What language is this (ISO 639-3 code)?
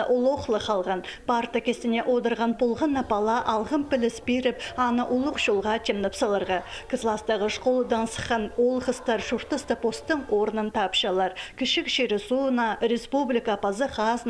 kjh